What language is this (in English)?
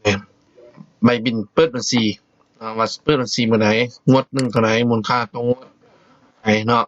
Lao